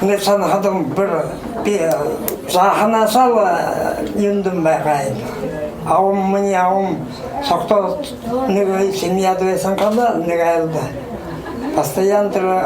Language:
Buriat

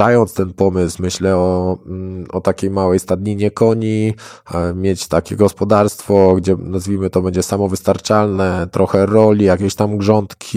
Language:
Polish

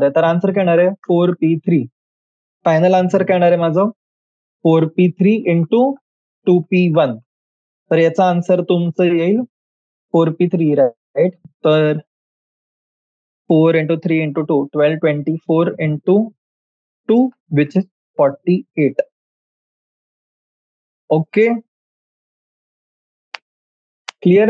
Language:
Marathi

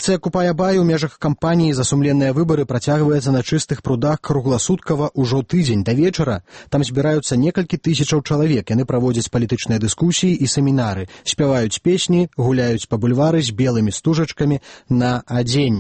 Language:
Belarusian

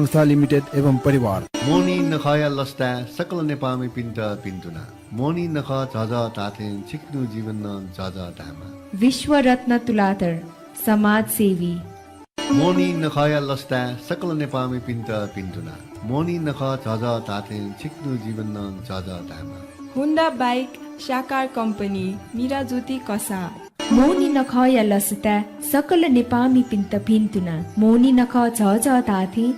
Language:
Newari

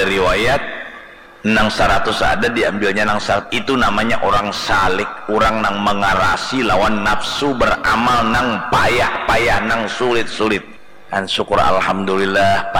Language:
Banjar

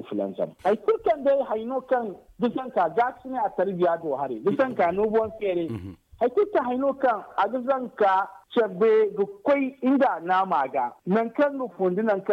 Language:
Zarma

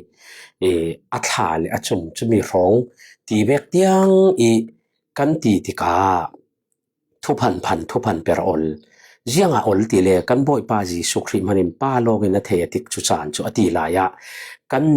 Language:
Falam Chin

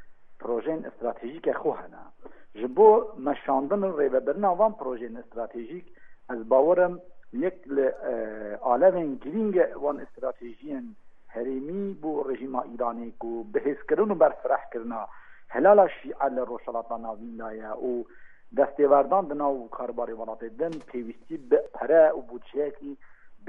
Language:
Kurdish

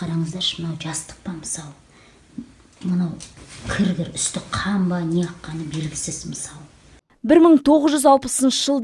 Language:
Kazakh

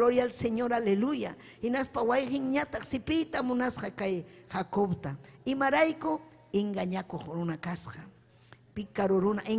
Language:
Ayacucho Quechua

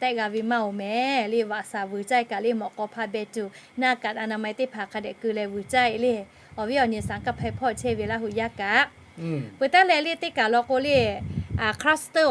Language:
Lahu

